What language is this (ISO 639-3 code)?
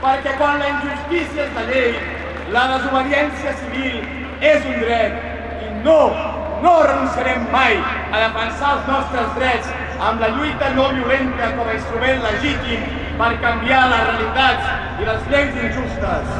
oci